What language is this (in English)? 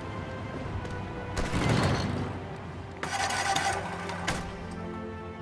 Polish